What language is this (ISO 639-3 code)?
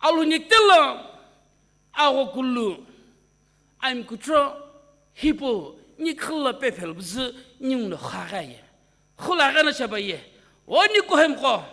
nsm